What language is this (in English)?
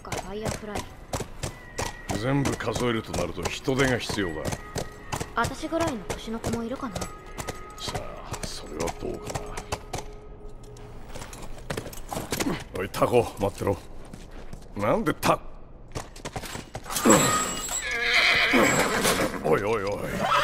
Japanese